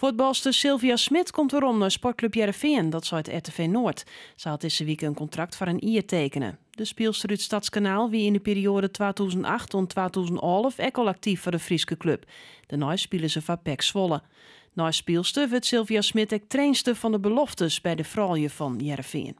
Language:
Western Frisian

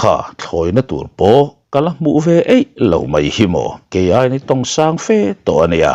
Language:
Mizo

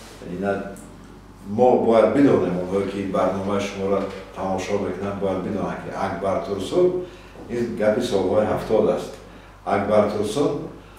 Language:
Tajik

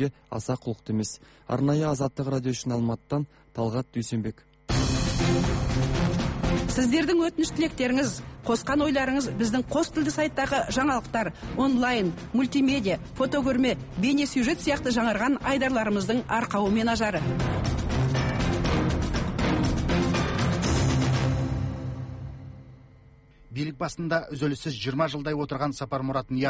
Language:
Kazakh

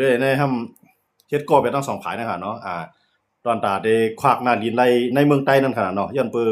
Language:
Shan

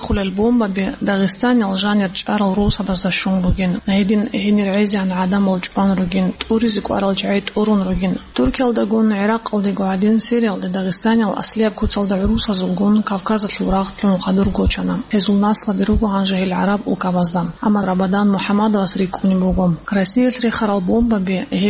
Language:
Avaric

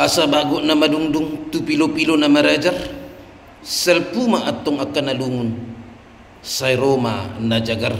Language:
Batak Toba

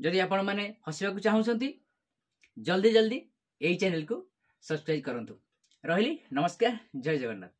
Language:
Odia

